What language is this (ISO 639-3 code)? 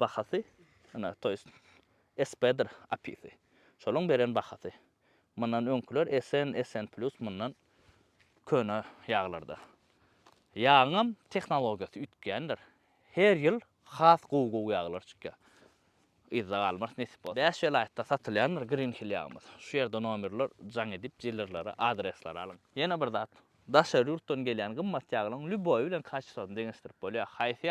tuk